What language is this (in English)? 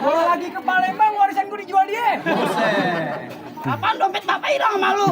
Betawi